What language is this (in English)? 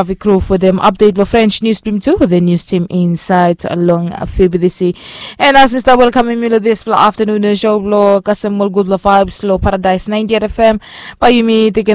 Bislama